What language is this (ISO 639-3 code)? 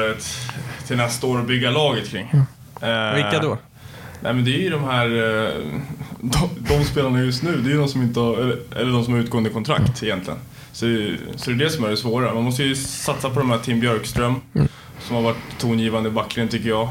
swe